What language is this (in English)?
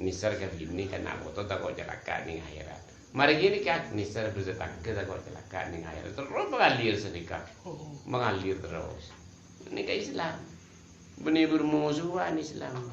Madurese